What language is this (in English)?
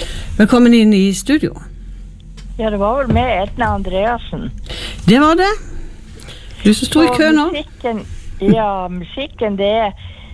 Norwegian